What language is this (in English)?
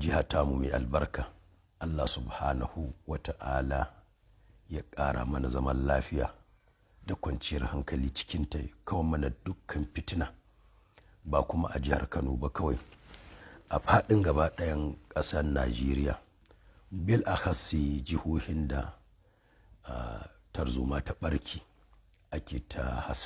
Hausa